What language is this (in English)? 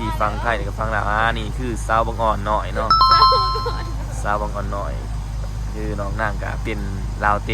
Lao